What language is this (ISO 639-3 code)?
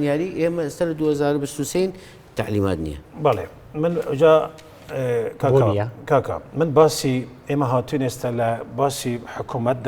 ckb